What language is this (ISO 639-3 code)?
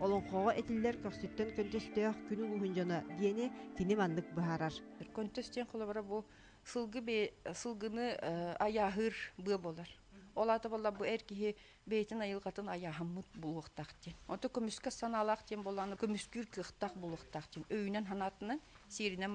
sah